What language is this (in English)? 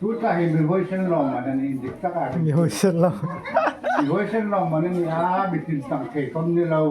Hmar